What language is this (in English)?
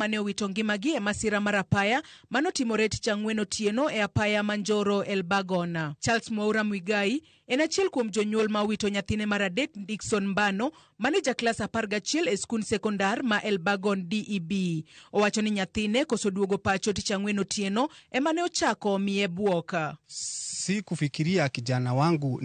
Luo (Kenya and Tanzania)